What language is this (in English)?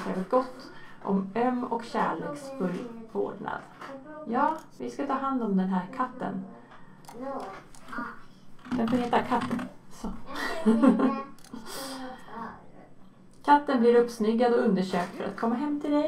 Swedish